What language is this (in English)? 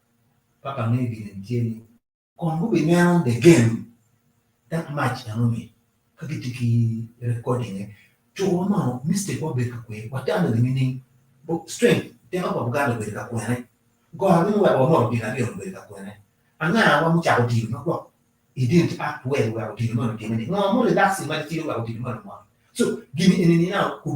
Acoli